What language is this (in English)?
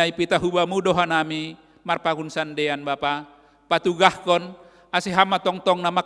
Batak Simalungun